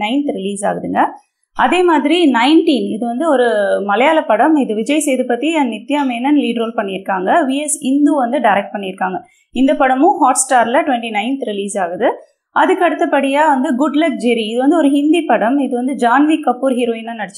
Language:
Tamil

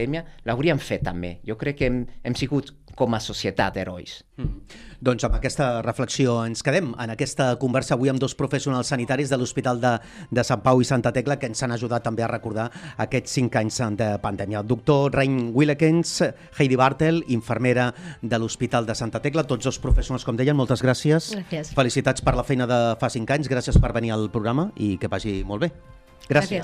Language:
Catalan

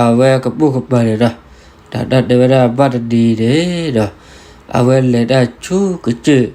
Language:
S'gaw Karen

